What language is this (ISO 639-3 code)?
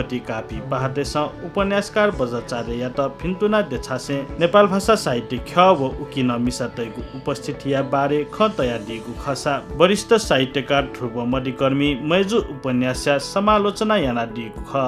new